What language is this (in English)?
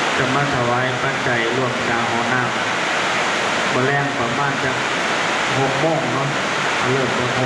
Northeastern Thai